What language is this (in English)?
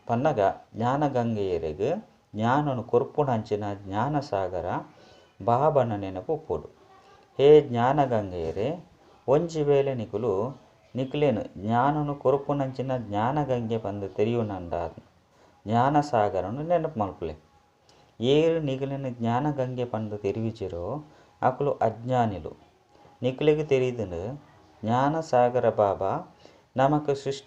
Tulu